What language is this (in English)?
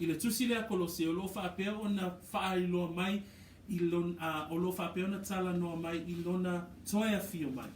Samoan